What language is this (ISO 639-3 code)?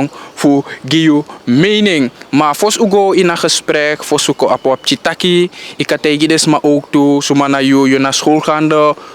srn